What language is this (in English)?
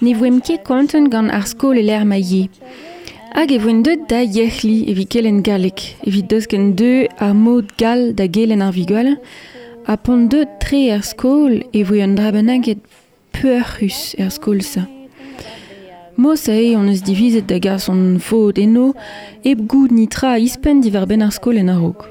Breton